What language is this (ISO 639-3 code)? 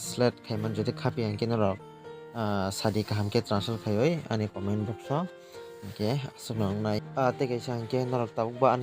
trp